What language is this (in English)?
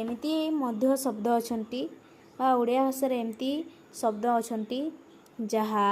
Odia